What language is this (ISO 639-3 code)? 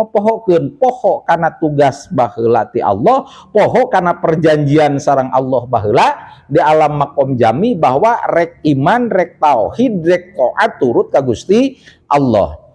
sun